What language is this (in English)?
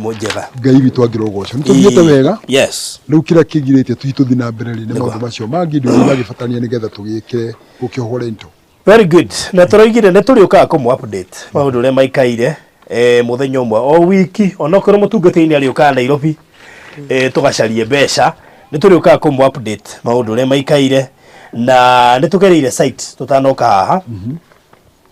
Kikuyu